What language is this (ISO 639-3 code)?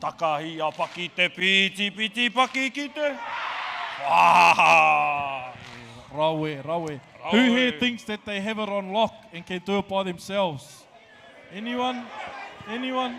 mri